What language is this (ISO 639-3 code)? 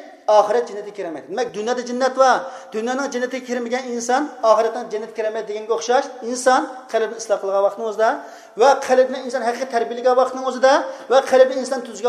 uig